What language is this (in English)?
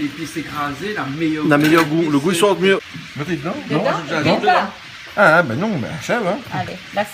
Réunion Creole French